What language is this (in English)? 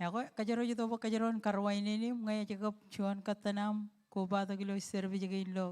Marshallese